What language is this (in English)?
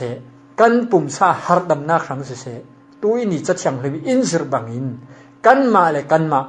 Falam Chin